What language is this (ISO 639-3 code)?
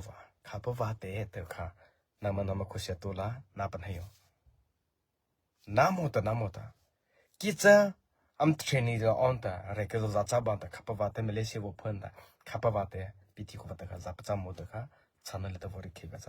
mrh